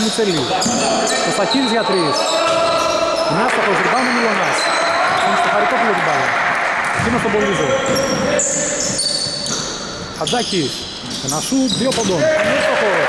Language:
Greek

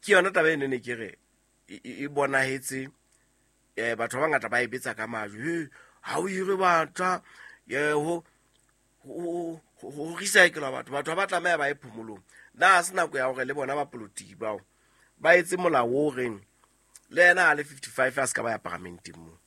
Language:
Southern Sotho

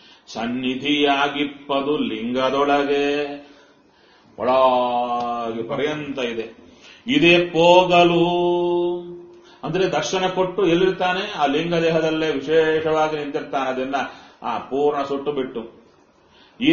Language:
Kannada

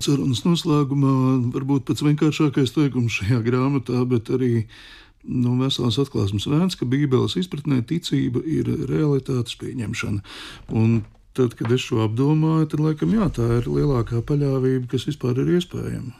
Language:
Latvian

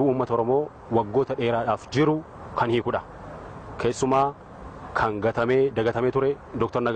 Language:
Oromo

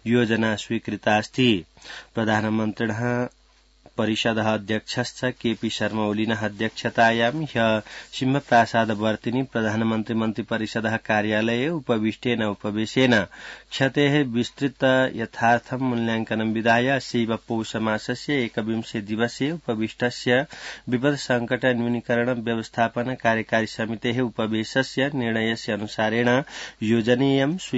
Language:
Sanskrit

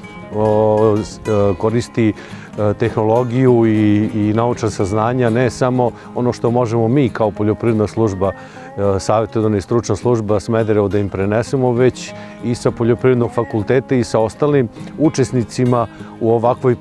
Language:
Serbian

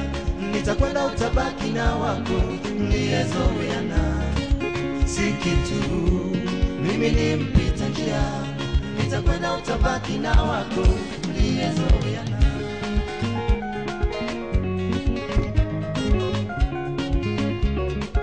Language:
Swahili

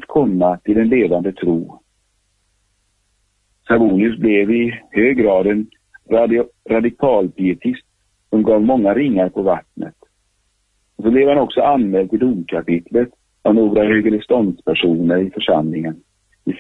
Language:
Swedish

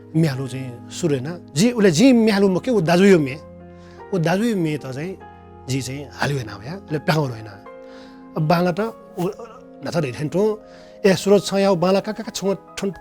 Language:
Newari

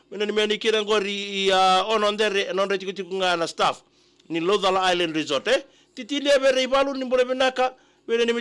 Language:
Fijian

